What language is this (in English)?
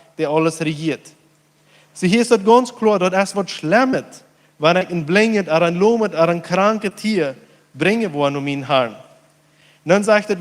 Plautdietsch